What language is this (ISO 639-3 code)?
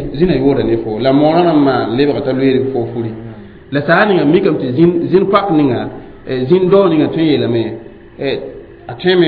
mos